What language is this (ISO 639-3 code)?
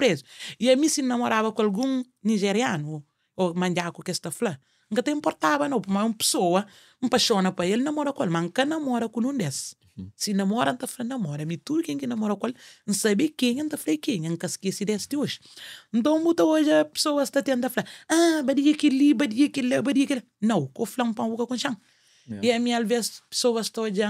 kea